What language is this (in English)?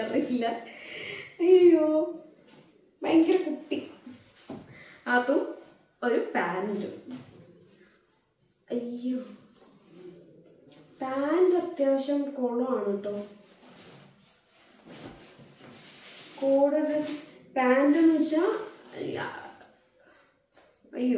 Malayalam